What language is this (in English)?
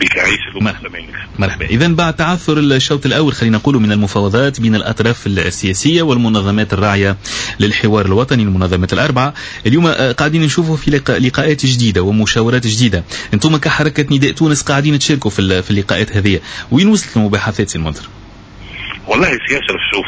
Tunisian Arabic